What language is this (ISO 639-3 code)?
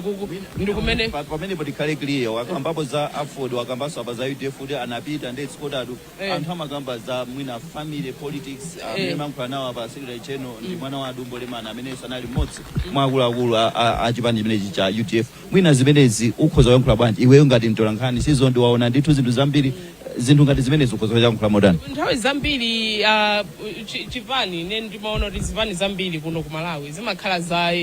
nya